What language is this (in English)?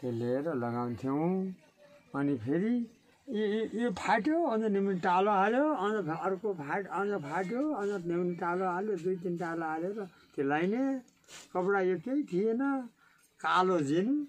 Nepali